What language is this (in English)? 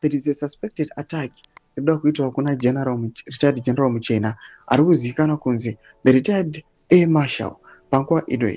Shona